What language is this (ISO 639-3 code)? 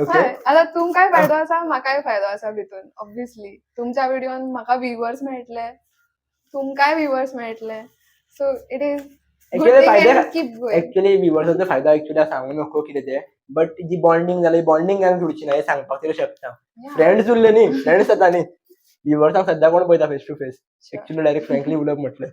kok